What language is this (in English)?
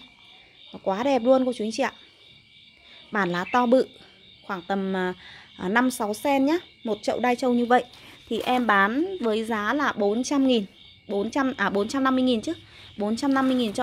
Vietnamese